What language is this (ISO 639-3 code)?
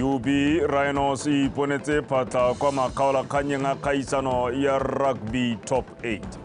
tsn